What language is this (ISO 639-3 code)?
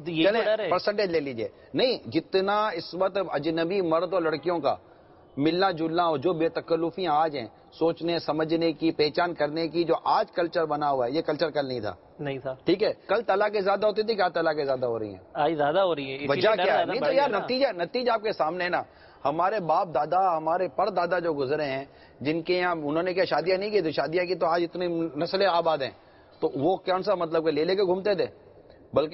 urd